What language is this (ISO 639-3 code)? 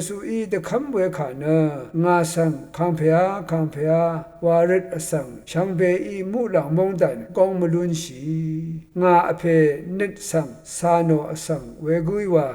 raw